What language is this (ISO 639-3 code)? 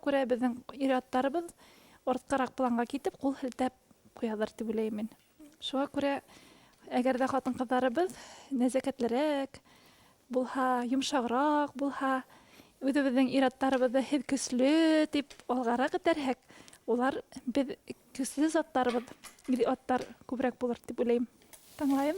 bak